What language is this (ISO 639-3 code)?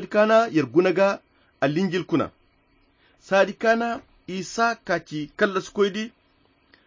khq